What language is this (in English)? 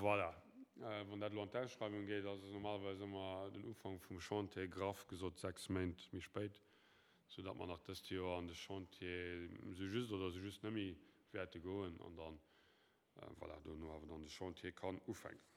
Luxembourgish